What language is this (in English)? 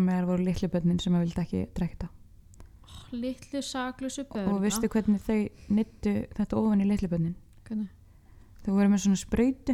Icelandic